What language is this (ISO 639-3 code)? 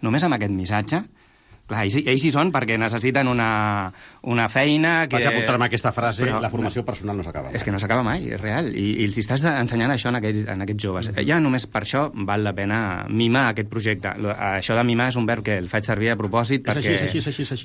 cat